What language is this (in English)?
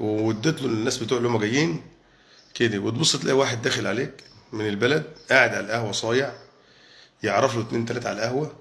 Egyptian Arabic